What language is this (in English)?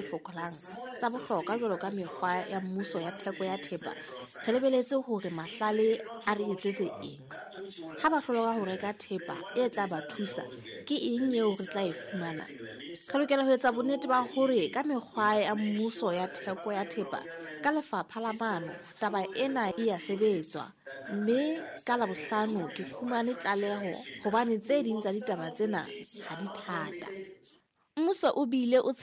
Southern Sotho